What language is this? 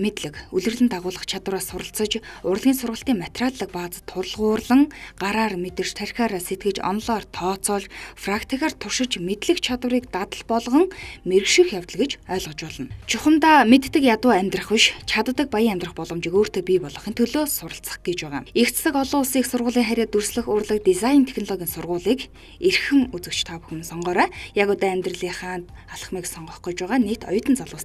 Mongolian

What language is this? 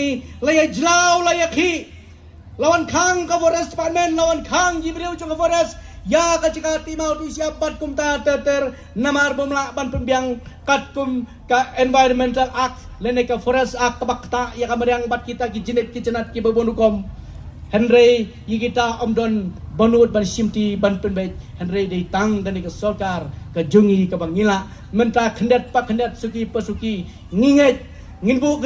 Khasi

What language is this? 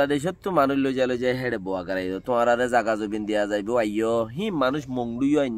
Rohingya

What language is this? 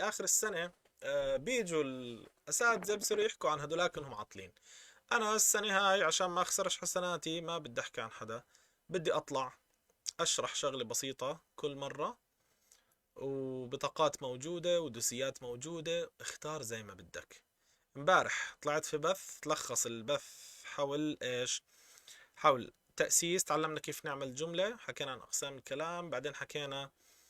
North Levantine Arabic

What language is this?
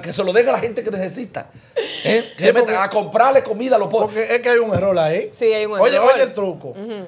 Spanish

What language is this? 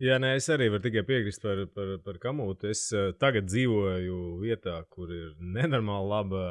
Latvian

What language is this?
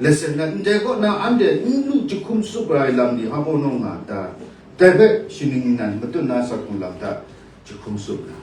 Kachin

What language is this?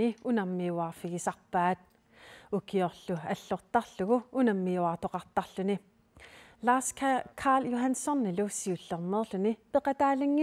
Kalaallisut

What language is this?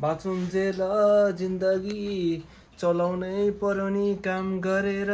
Nepali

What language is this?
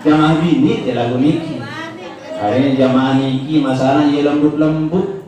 Sasak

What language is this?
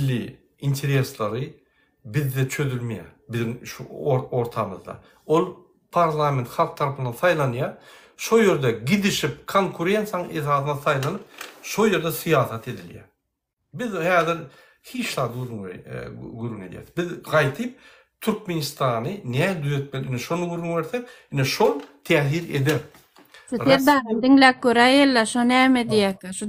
Turkmen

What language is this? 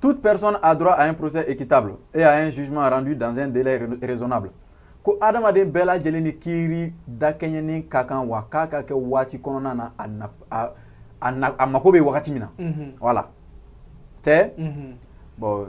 Bambara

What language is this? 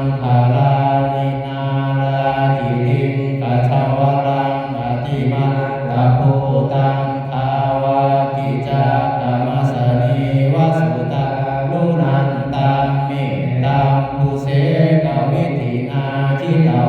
Pali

